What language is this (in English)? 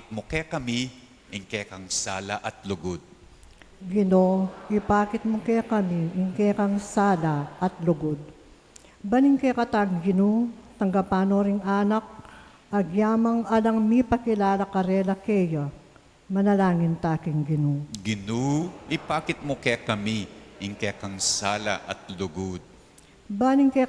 Pampanga